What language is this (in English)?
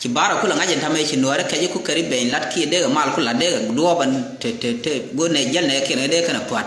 Nuer